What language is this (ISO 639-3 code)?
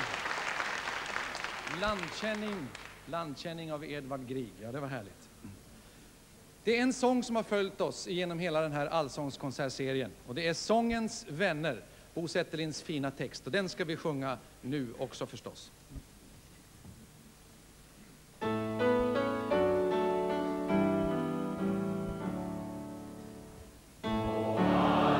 swe